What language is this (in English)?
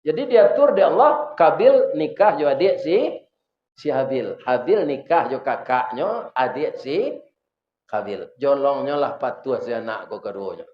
Minangkabau